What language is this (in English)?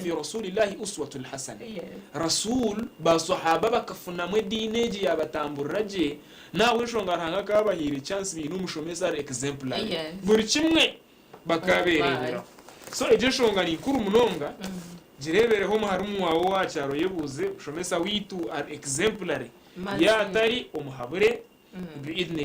Nyankole